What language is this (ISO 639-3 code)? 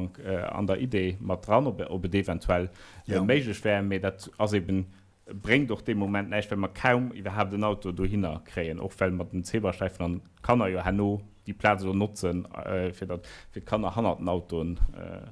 ltz